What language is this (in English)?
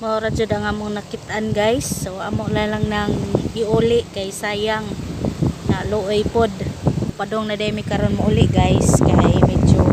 Cebuano